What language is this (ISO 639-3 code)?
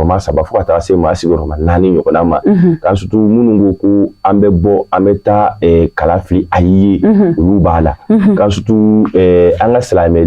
bam